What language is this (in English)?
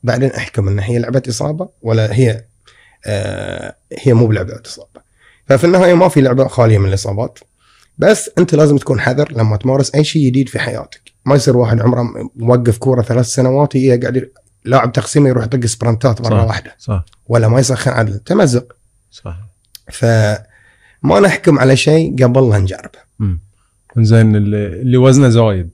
Gulf Arabic